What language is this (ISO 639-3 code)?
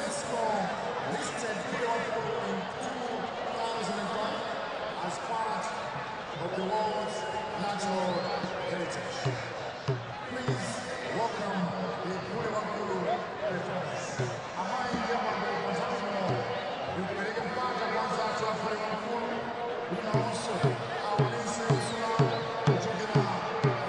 nya